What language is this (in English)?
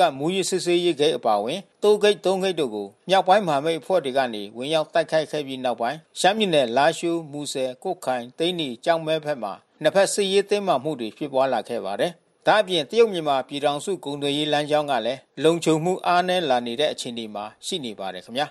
Burmese